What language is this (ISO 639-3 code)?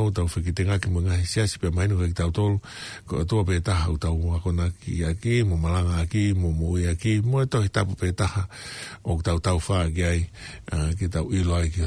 ton